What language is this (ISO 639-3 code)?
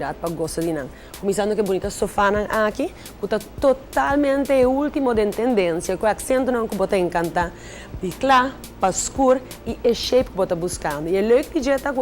pap